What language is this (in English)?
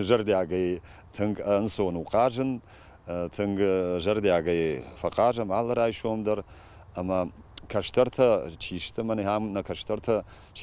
Ossetic